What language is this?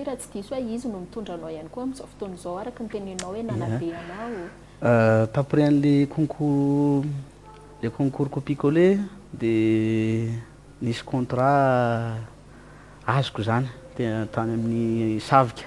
Malagasy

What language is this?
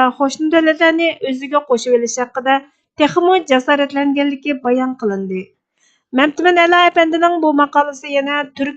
Uyghur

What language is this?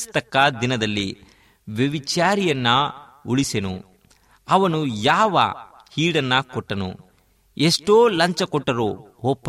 Kannada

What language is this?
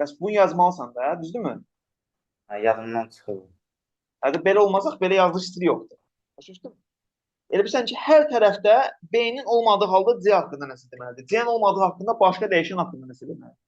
Azerbaijani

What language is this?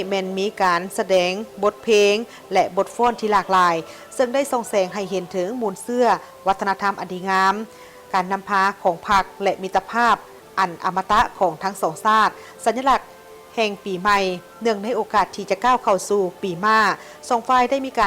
Lao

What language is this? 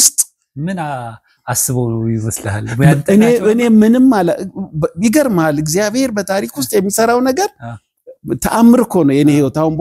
Amharic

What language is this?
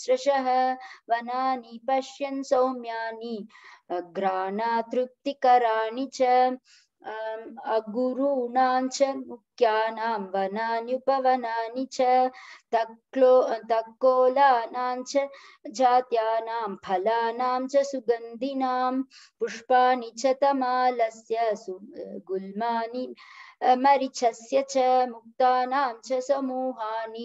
Sanskrit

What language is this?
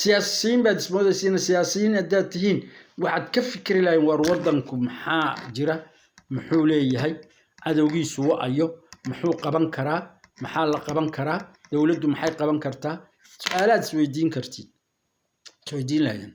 Somali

